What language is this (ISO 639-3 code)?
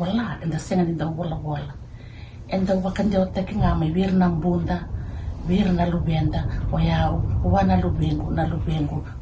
fij